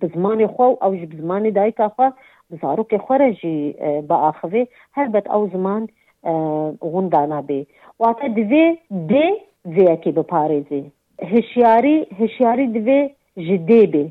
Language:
Kurdish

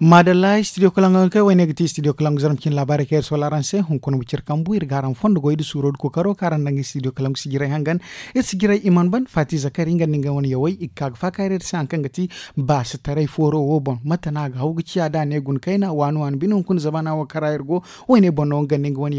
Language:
Zarma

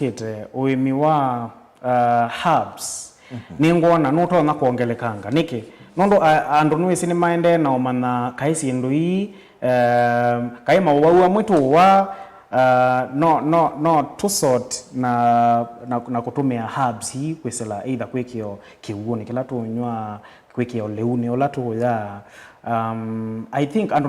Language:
Kamba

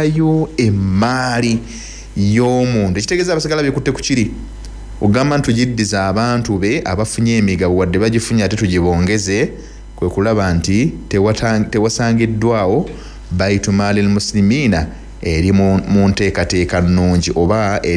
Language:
Ganda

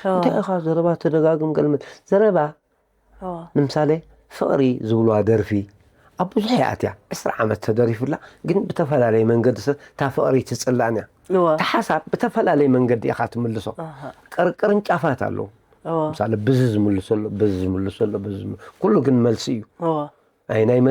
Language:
Tigrinya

